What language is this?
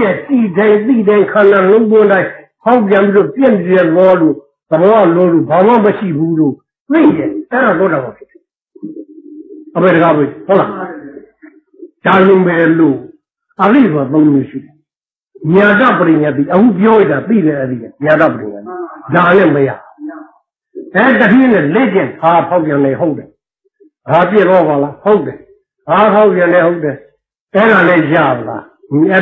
Burmese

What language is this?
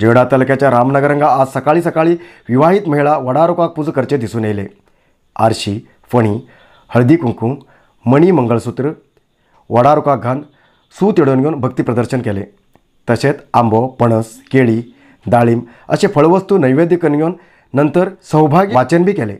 Konkani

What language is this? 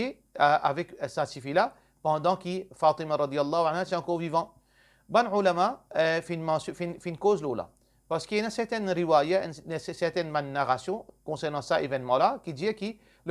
Morisyen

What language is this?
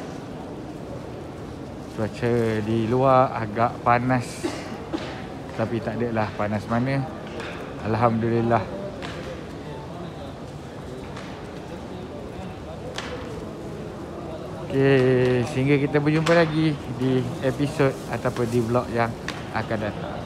Malay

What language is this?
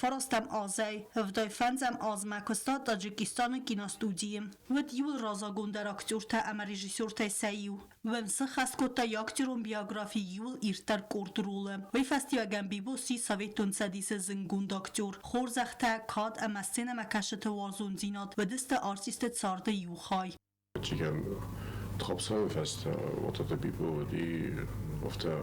Ossetic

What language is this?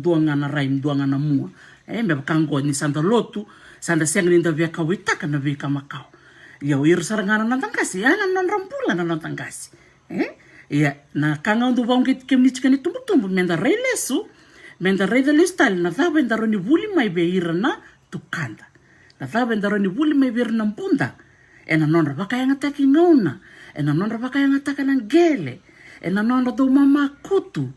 Fijian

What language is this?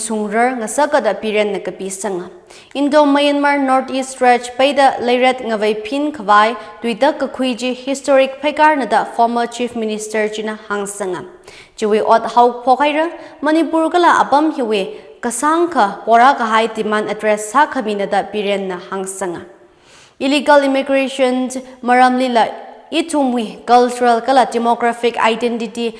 Tangkhul Naga (India)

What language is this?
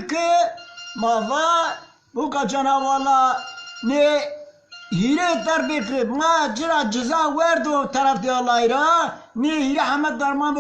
Zaza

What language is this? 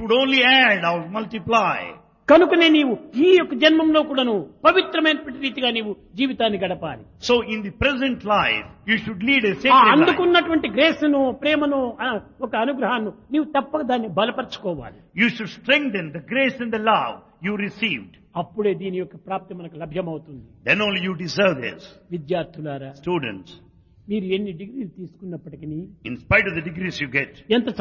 Telugu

